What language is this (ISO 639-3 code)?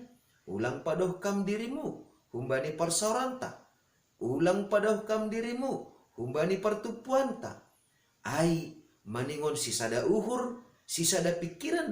bts